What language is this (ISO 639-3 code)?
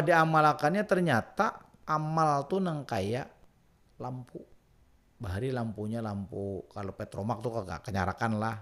bjn